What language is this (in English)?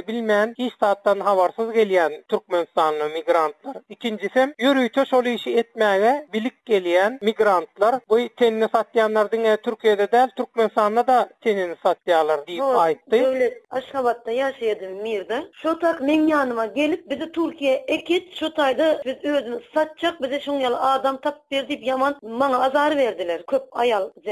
Turkmen